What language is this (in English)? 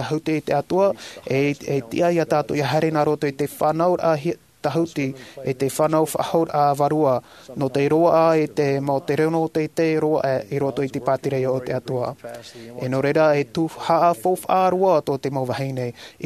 Tahitian